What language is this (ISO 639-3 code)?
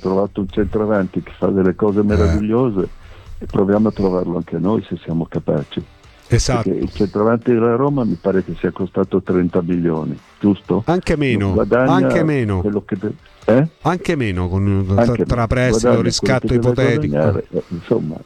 ita